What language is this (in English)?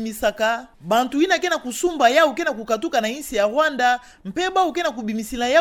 Kituba (Democratic Republic of Congo)